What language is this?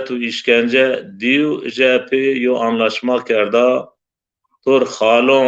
Zaza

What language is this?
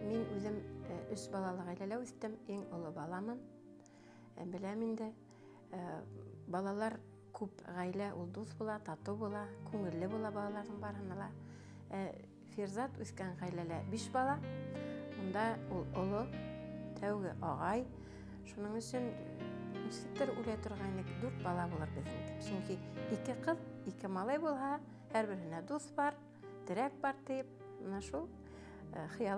Bashkir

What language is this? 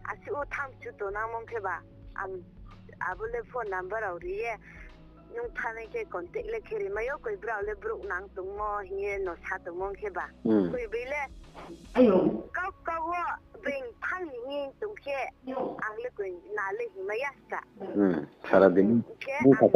Riang (India)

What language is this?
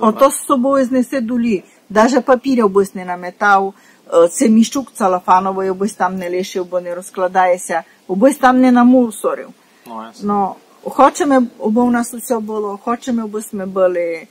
Rusyn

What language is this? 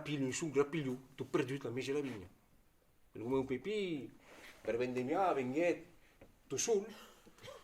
Occitan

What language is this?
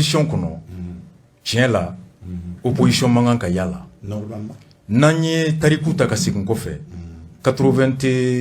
Bambara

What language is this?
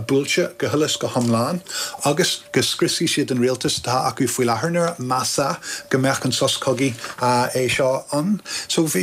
Irish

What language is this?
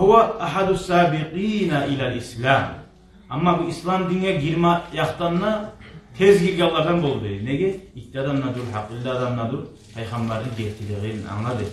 Kumyk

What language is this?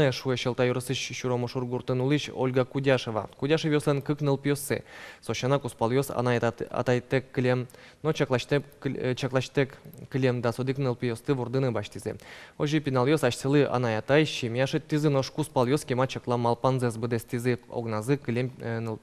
Udmurt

